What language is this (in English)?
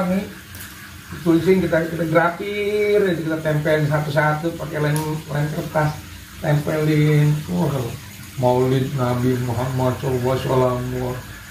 Betawi